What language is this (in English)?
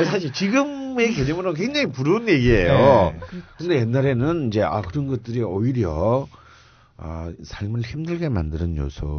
Korean